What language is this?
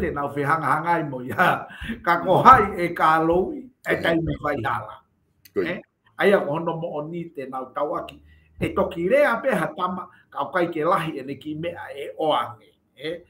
Tongan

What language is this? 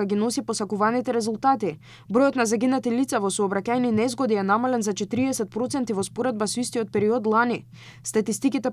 Macedonian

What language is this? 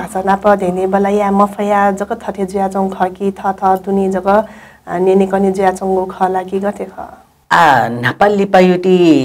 Newari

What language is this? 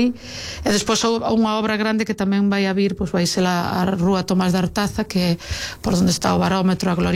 Galician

